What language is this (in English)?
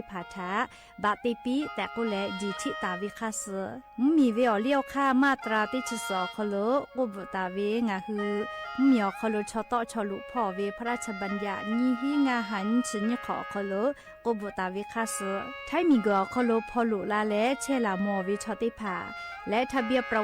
Lahu